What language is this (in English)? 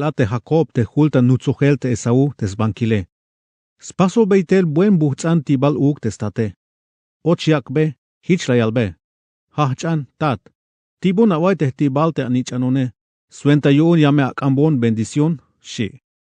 Tzeltal